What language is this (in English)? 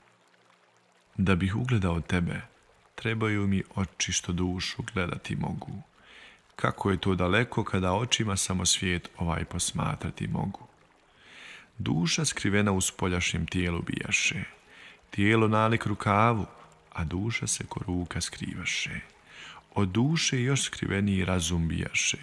Bosnian